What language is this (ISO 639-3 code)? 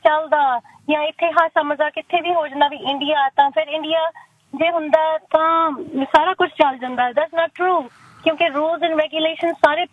pan